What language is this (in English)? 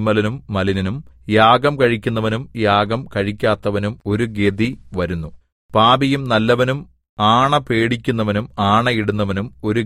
Malayalam